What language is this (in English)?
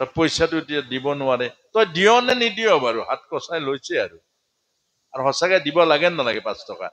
Assamese